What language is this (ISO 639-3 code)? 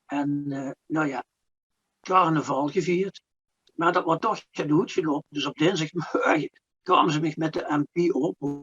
lim